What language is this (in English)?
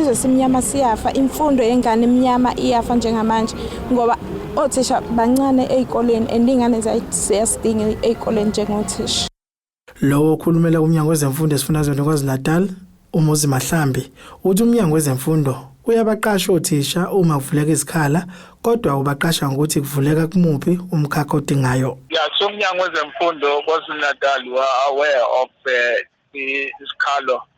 Zulu